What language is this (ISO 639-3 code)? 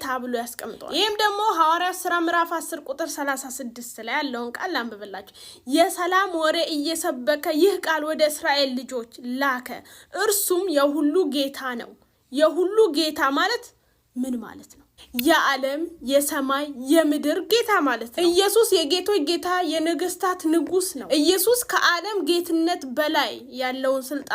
amh